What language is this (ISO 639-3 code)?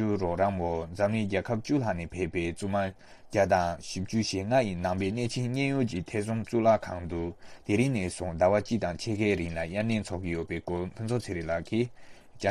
bod